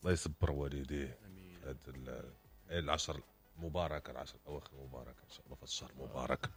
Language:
Moroccan Arabic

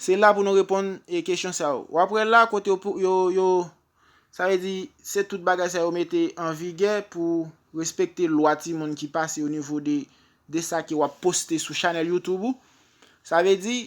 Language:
Haitian Creole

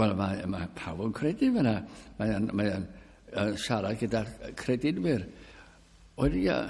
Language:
Welsh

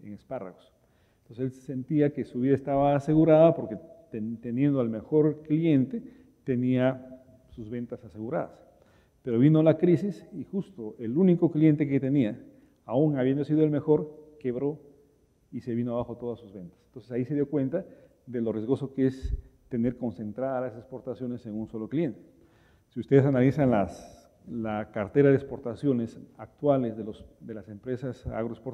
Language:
Spanish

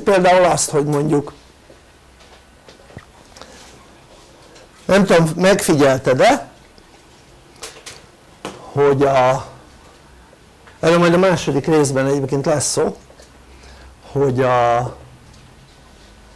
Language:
Hungarian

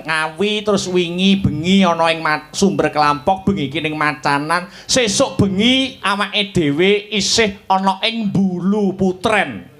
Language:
Javanese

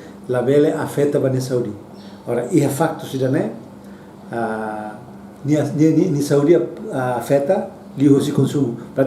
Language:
Tetum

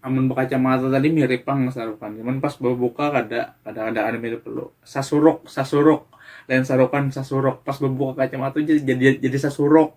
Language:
Banjar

